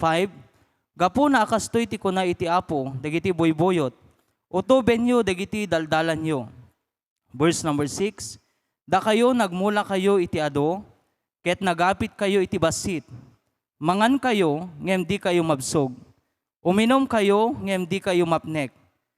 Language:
Iloko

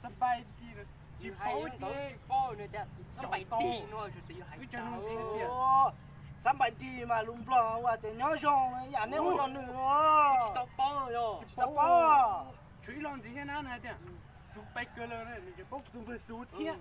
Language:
Hmong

